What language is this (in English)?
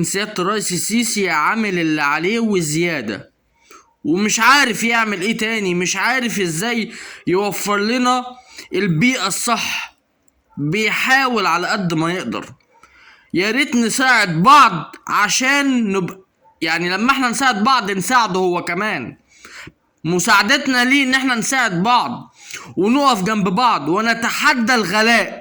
Egyptian Arabic